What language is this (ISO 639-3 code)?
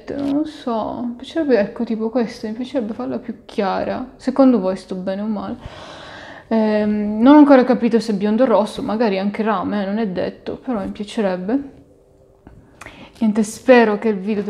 ita